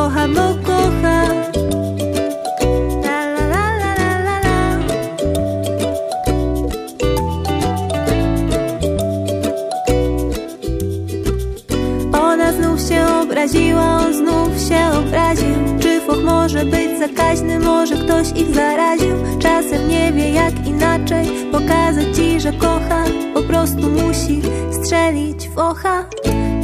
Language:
Polish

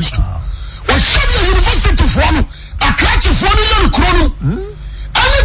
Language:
Akan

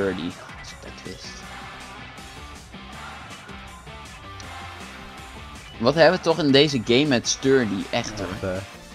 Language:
Dutch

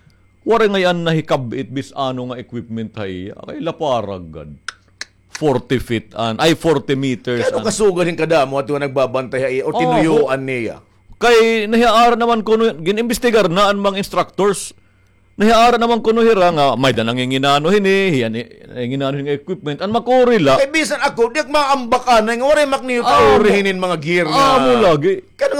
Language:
Waray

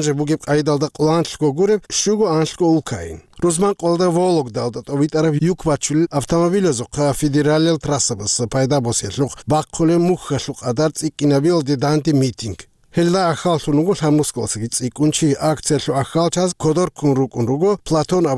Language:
Avaric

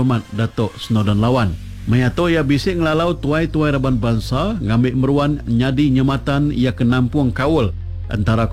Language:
Iban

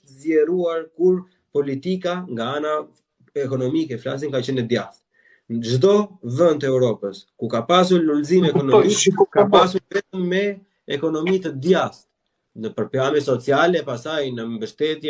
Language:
Albanian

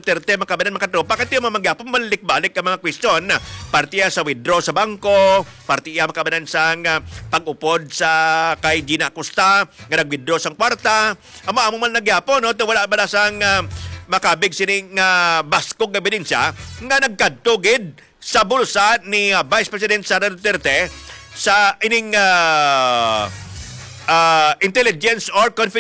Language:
Hiligaynon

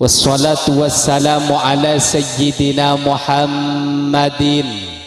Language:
Madurese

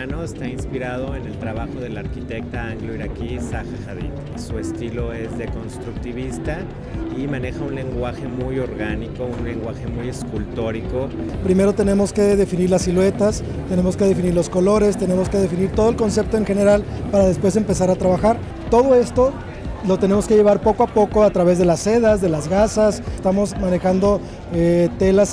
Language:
Spanish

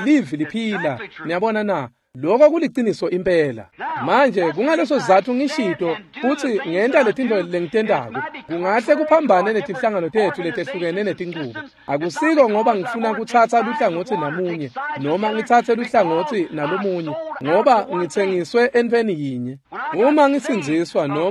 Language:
Swati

